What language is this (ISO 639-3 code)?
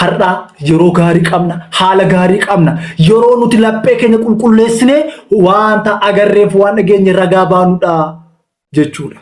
orm